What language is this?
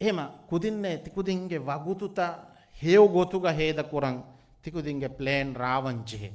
Divehi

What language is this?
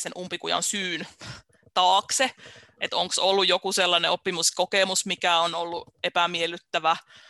Finnish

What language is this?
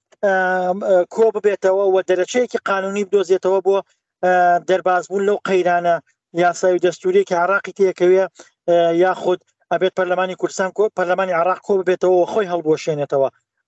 Central Kurdish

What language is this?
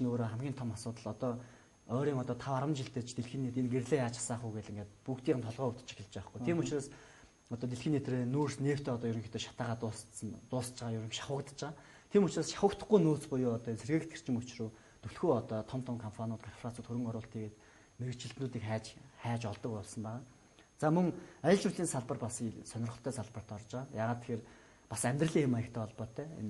Mongolian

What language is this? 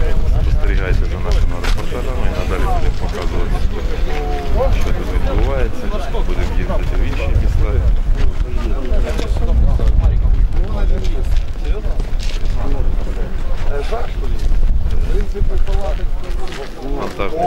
Ukrainian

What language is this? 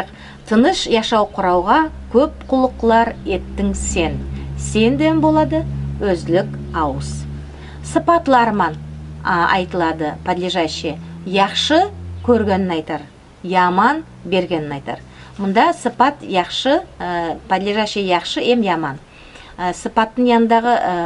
Nogai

